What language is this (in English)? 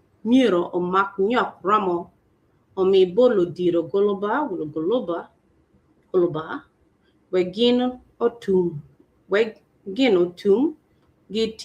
Acoli